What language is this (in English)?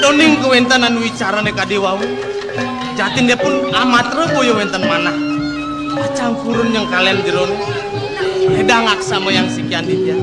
Balinese